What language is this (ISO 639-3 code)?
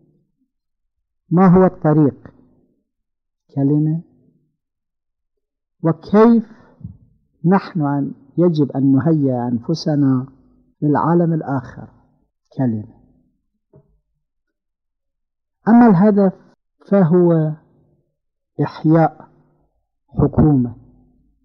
ara